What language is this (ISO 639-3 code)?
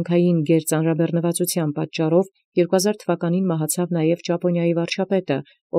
hye